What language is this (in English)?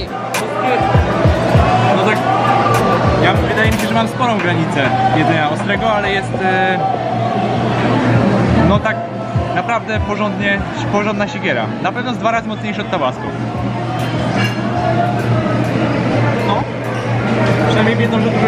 Polish